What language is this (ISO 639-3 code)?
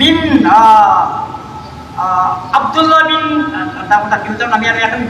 mrw